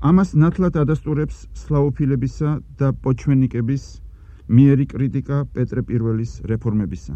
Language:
Georgian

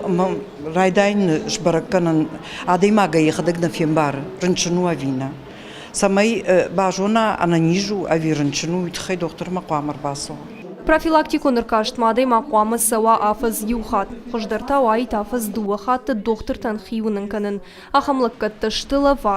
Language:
Ossetic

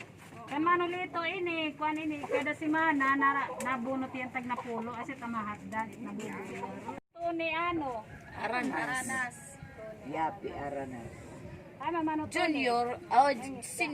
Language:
Waray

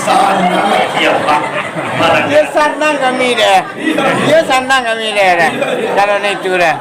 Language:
Minangkabau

